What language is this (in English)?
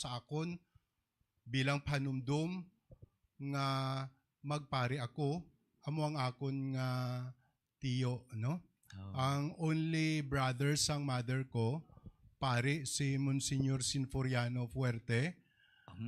Hiligaynon